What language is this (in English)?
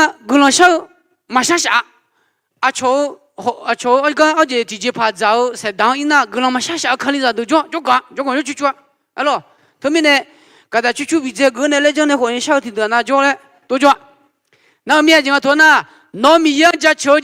Akha